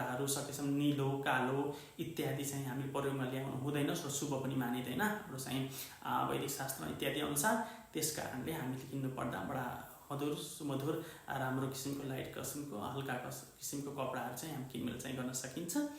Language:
Nepali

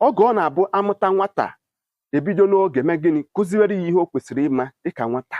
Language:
Igbo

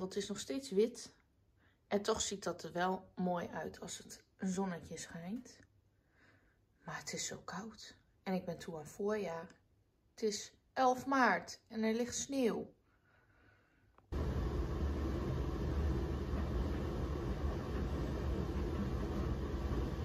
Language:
Dutch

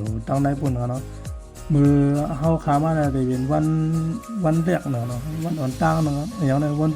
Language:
Shan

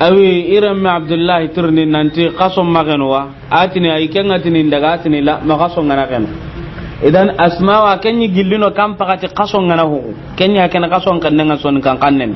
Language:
Soninke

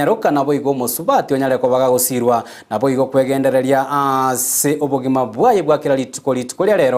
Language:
Gusii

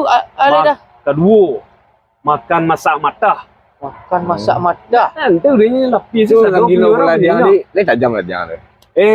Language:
Minangkabau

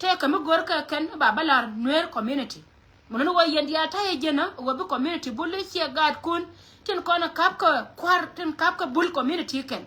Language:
Nuer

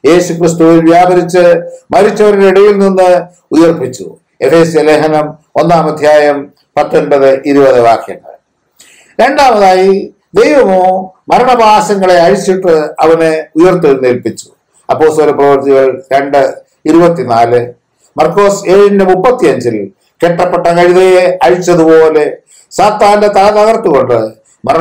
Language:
Malayalam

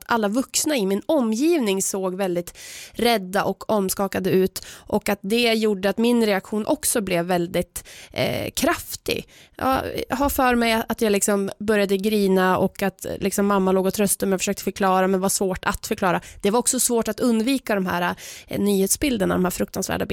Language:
Swedish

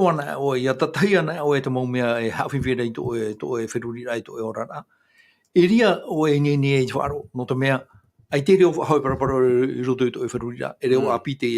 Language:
Tahitian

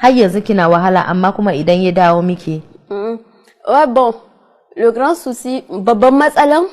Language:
Hausa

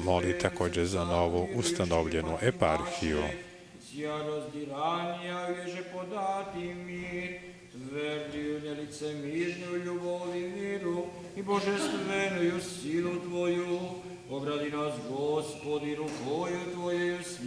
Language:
Rusyn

